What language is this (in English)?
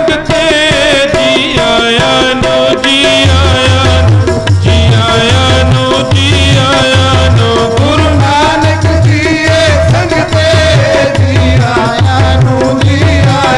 Punjabi